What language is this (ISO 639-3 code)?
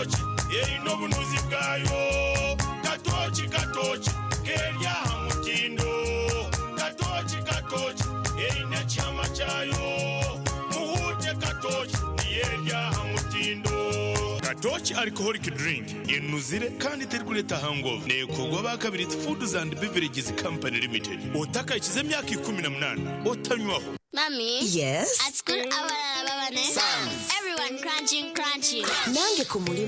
nyn